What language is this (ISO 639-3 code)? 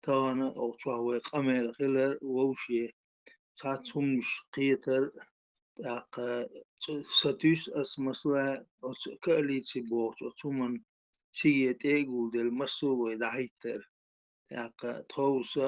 che